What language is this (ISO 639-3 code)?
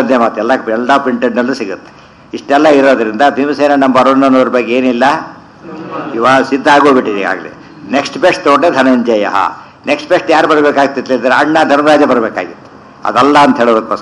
kan